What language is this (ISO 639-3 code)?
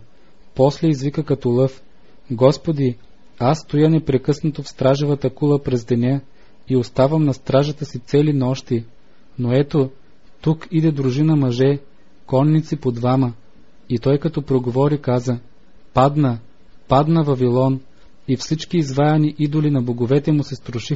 bul